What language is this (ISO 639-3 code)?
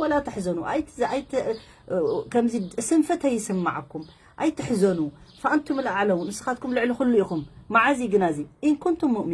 tir